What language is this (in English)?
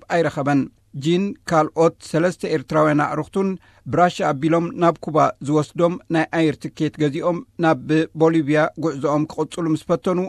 Tigrinya